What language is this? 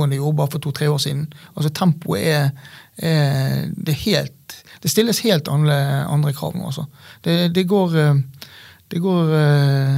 Norwegian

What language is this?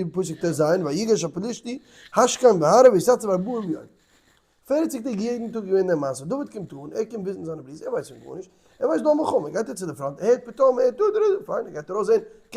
Yiddish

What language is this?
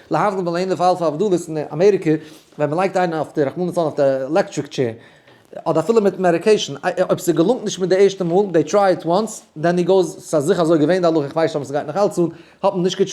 Yiddish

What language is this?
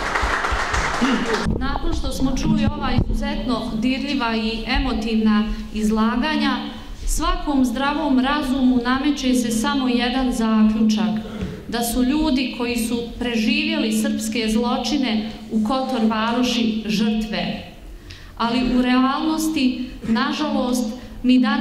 Bosnian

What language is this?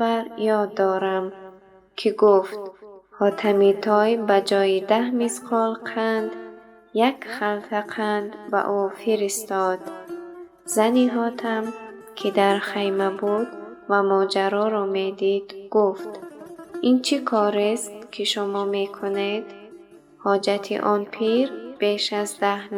Tajik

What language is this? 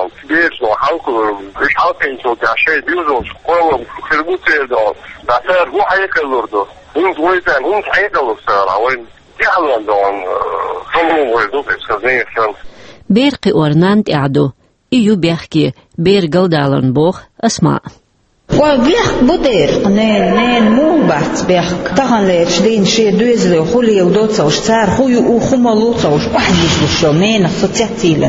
Chechen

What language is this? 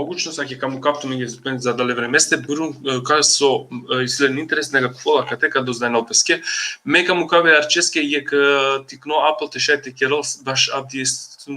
Balkan Romani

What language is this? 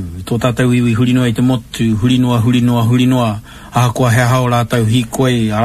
Māori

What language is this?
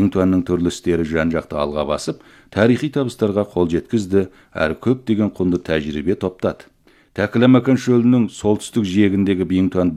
Kazakh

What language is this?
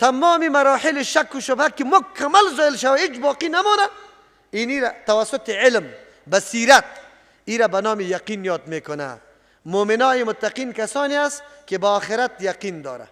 Persian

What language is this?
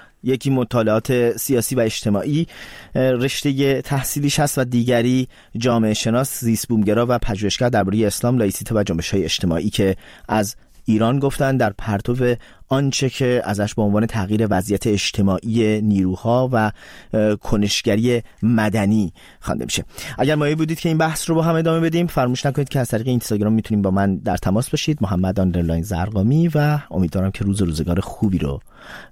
Persian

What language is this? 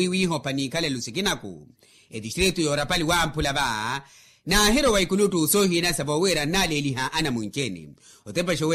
Makhuwa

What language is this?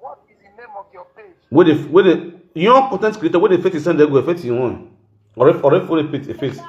Nigerian Pidgin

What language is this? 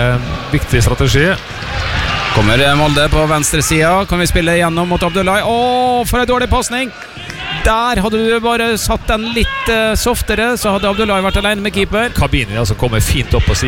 Norwegian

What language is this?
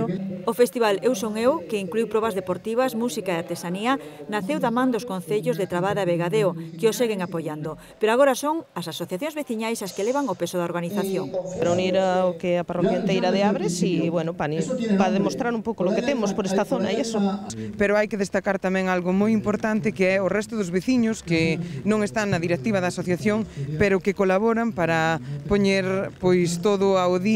Galician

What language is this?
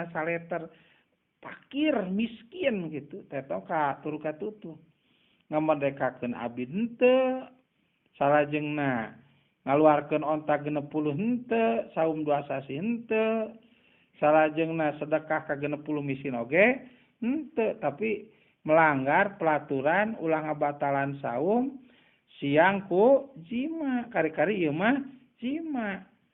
Sundanese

